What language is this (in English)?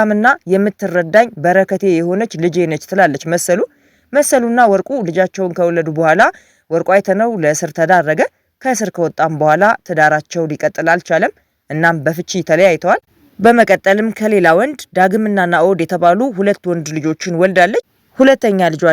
Amharic